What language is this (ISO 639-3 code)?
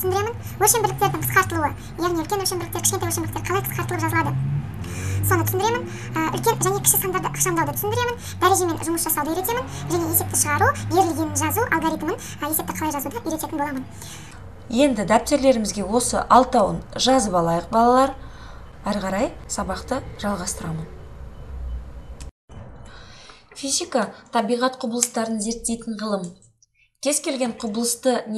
kaz